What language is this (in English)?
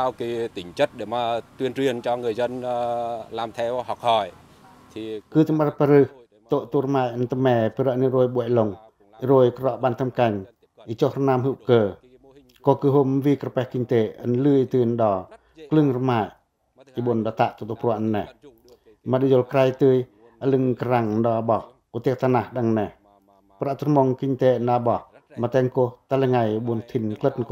Pacoh